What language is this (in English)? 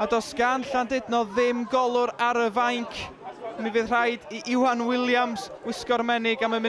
Welsh